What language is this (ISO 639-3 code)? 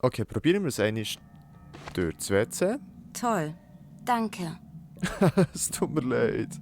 gsw